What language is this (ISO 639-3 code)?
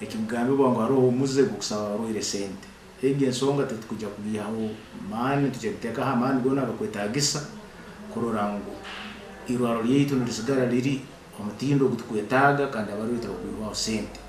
nyn